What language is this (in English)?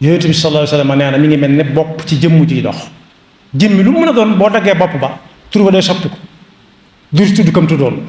Wolof